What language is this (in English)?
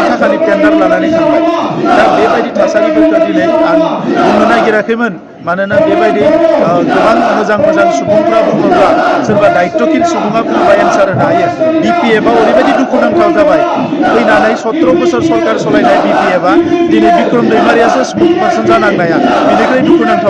Bodo